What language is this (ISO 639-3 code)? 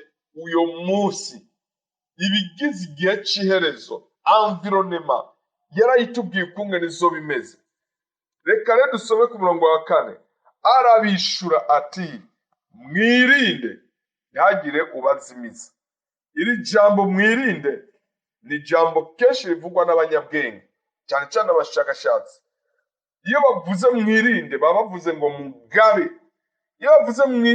run